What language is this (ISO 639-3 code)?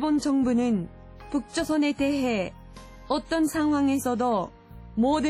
kor